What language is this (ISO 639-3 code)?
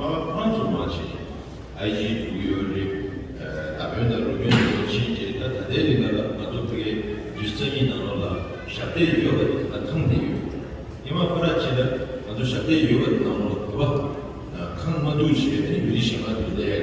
bod